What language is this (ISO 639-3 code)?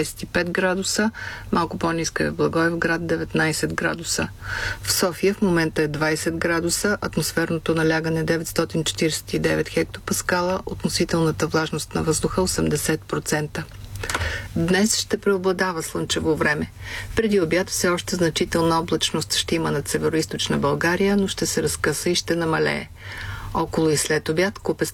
bul